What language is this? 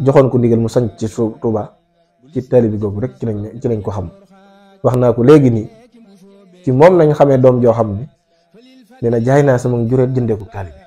Wolof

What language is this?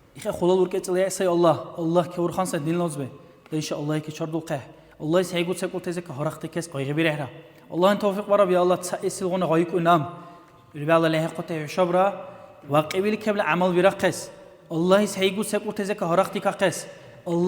Dargwa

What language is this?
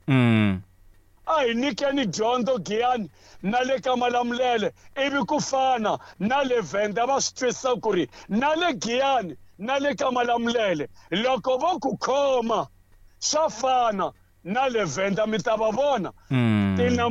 Tsonga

